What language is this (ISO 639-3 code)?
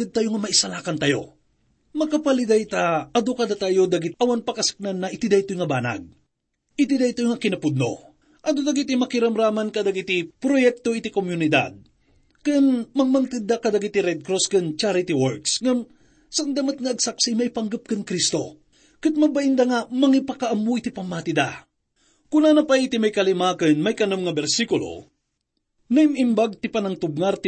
ilo